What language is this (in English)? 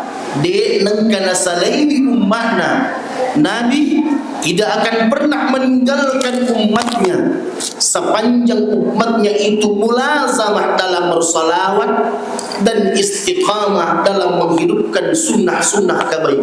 Buginese